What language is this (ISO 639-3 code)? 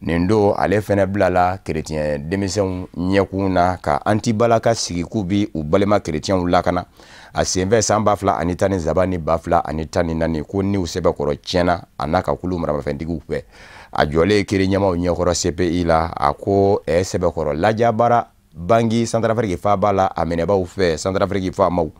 bam